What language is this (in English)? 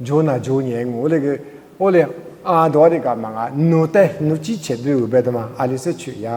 Lisu